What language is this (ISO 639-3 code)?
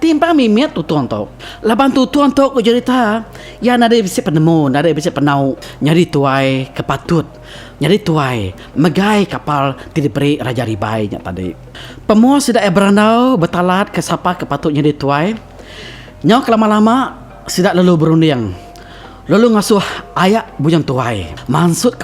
iba